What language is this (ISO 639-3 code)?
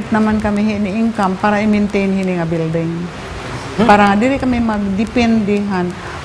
war